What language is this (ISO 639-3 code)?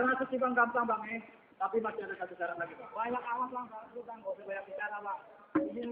bew